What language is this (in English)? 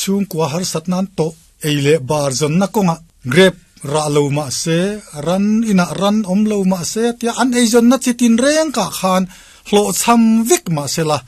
Mizo